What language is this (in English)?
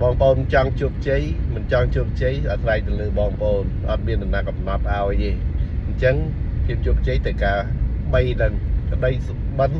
Khmer